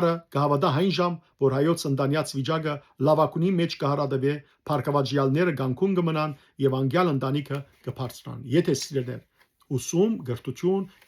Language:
Western Armenian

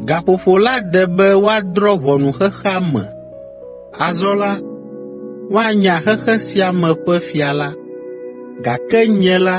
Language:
Ewe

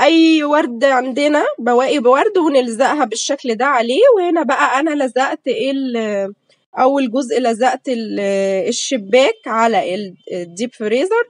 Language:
Egyptian Arabic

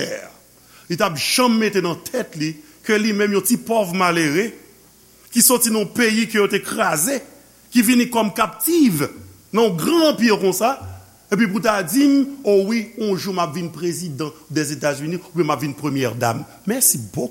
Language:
Haitian Creole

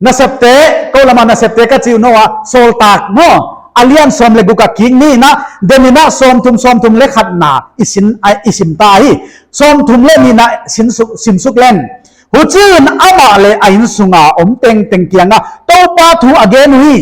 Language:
Paite Chin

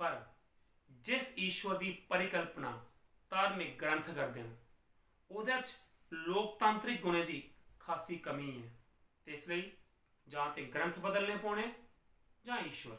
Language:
Dogri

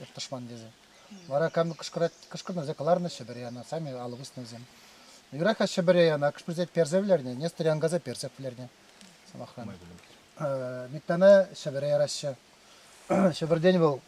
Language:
Chuvash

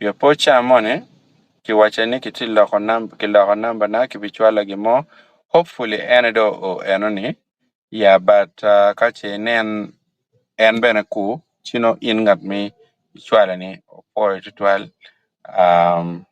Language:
Acoli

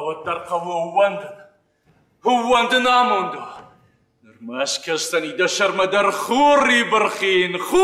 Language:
Ossetic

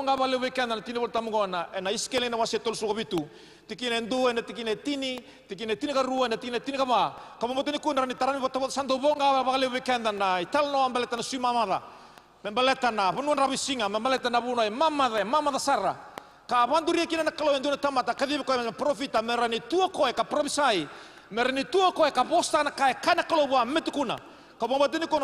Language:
Fijian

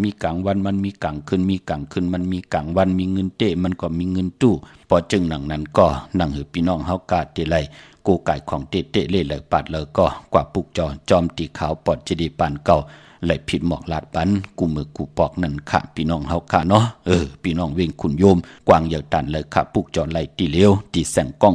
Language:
Shan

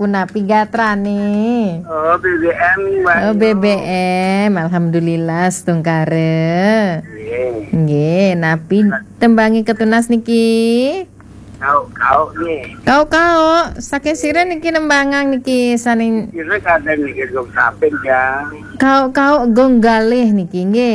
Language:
Balinese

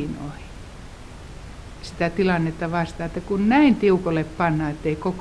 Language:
Finnish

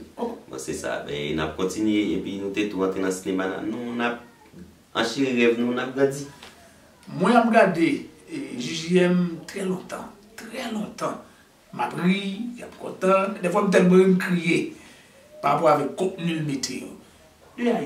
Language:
Haitian Creole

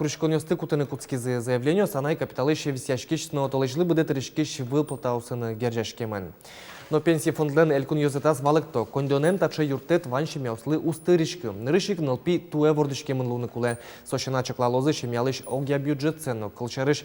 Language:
Udmurt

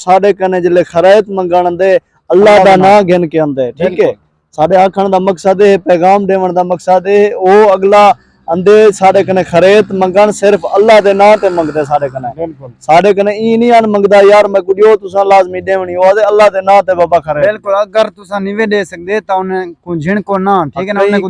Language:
Saraiki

